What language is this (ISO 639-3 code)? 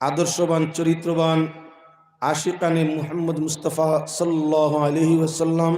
syl